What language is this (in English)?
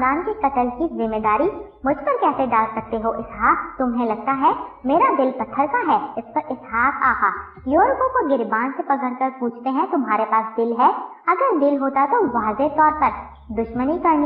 Urdu